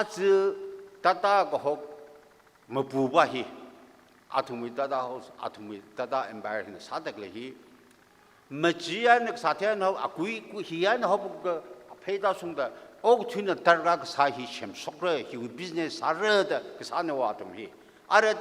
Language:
Tangkhul Naga (India)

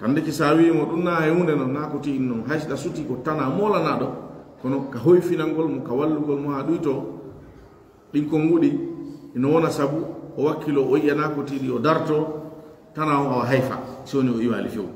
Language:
Fula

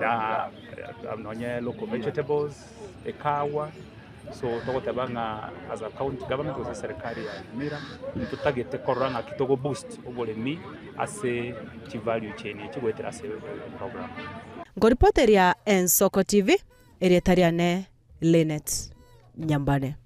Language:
Gusii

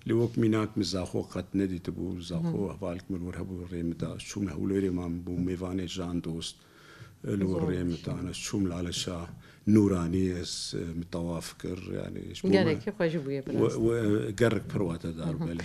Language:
Kurdish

